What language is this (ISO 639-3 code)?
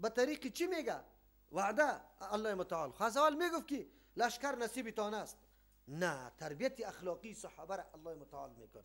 fas